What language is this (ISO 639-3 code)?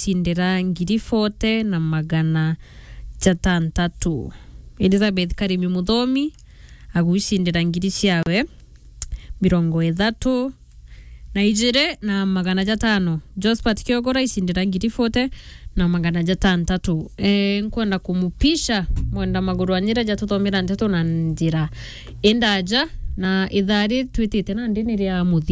mer